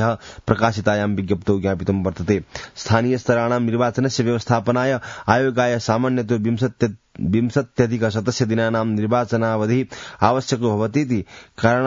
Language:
Sanskrit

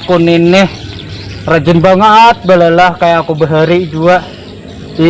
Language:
Banjar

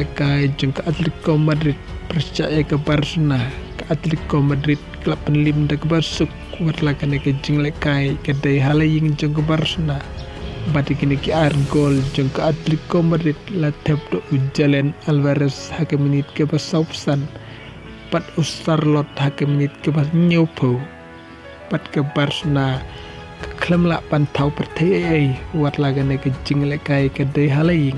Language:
Khasi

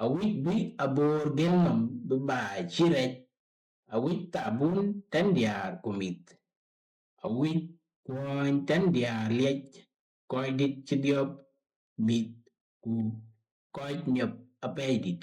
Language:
Dinka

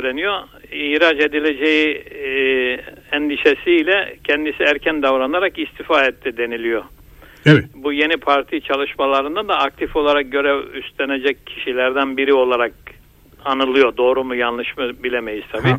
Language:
Turkish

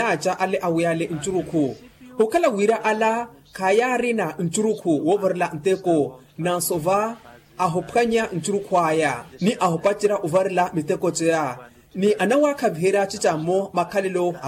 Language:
Makhuwa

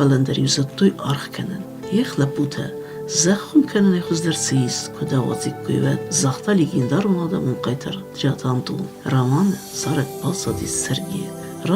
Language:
Ossetic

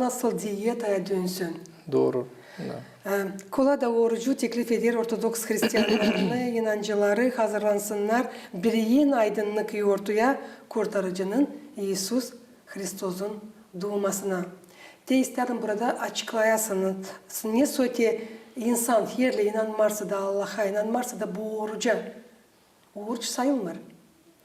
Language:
Gagauz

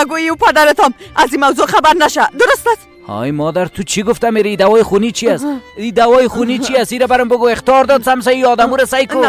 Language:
Persian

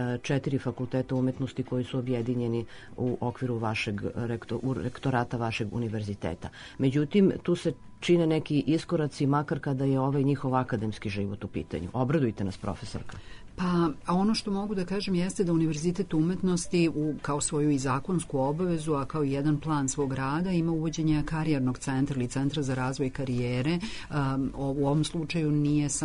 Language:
Serbian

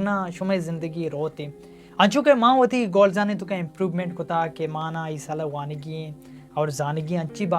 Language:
Baluchi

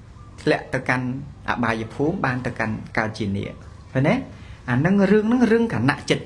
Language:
Khmer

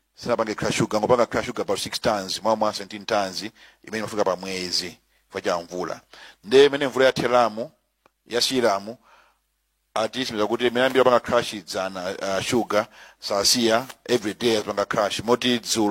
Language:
Nyanja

